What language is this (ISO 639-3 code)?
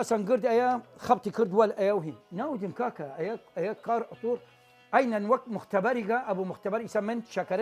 sdh